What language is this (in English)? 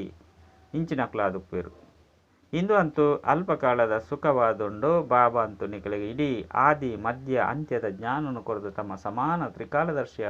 Tulu